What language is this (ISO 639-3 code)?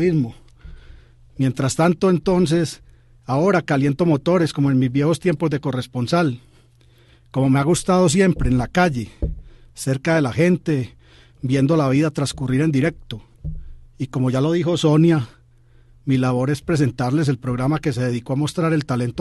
spa